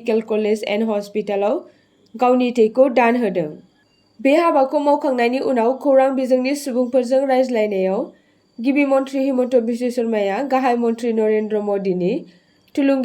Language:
Bodo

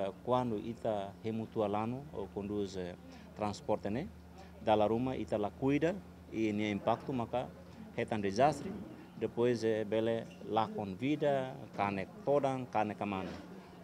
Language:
Tetum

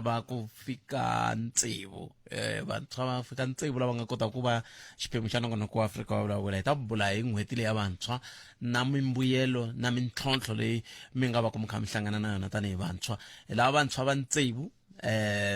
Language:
Tsonga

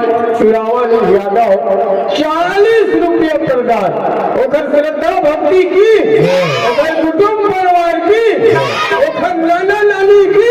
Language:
Chhattisgarhi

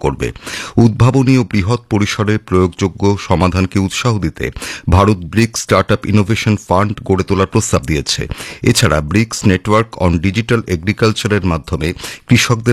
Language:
Bangla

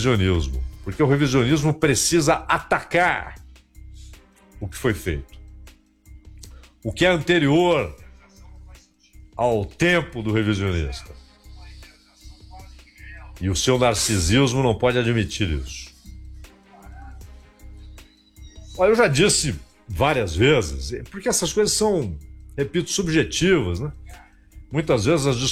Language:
Portuguese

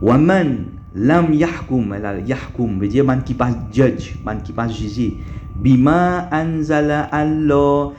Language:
Morisyen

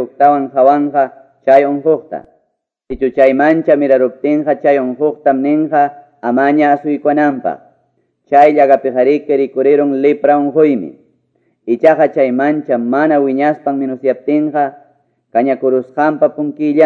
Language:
Quechua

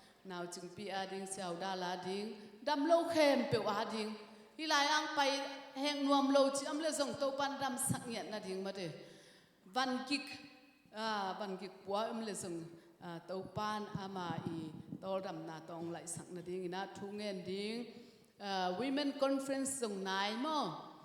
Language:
Tedim Chin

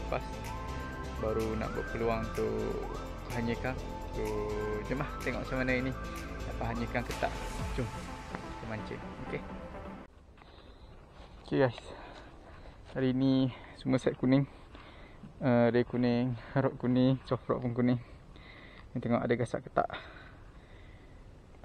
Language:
Malay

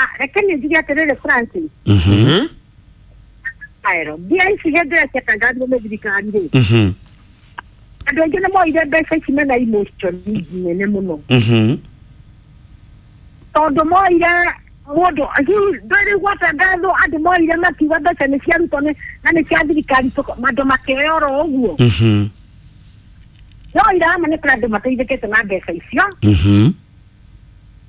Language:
Kikuyu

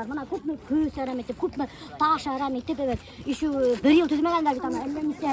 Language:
Bashkir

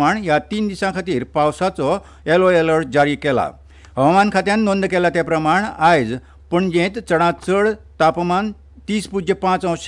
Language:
Konkani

